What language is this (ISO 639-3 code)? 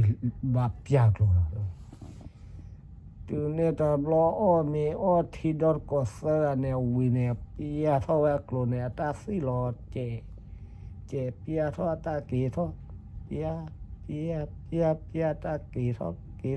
ksw